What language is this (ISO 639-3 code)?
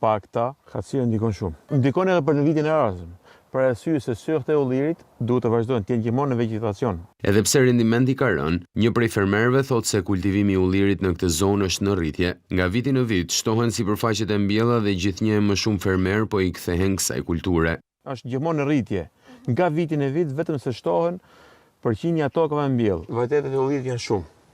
sqi